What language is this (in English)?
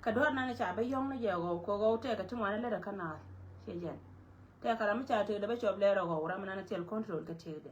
Nuer